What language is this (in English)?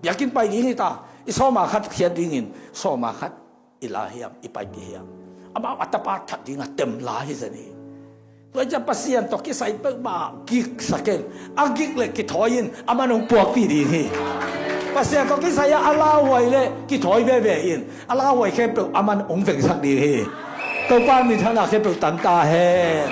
Tedim Chin